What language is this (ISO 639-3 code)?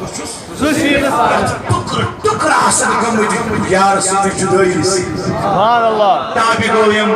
kas